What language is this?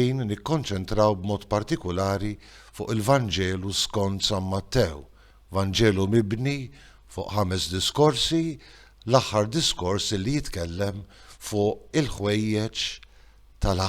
Maltese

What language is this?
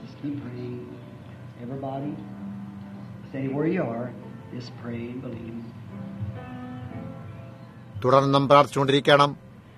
Malayalam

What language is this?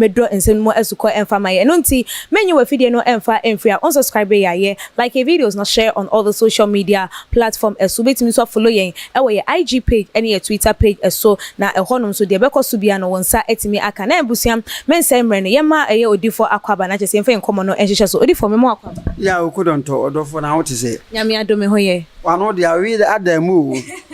Akan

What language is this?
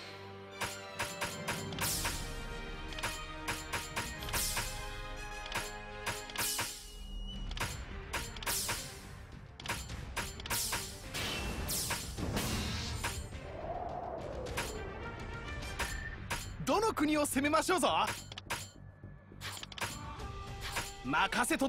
Japanese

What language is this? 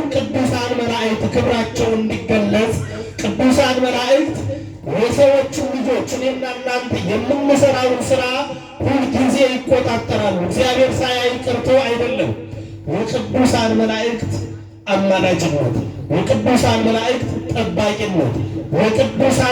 Amharic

